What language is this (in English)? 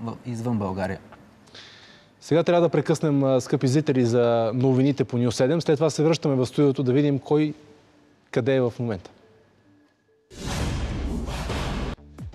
Bulgarian